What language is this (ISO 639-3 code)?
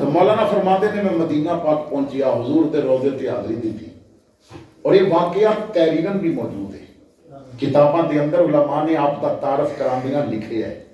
lah